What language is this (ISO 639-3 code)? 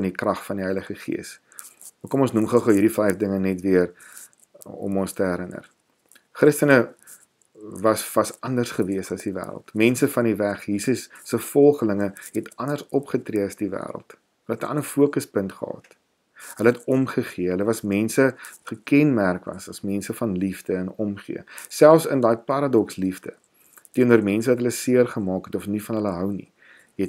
afr